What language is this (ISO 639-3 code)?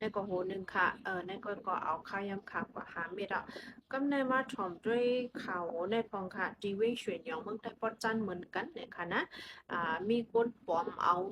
shn